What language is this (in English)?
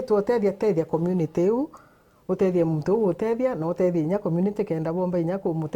Meru